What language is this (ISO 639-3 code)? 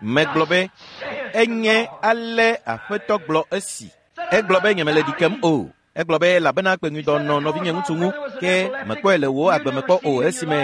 ewe